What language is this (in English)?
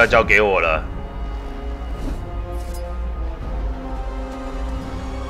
Chinese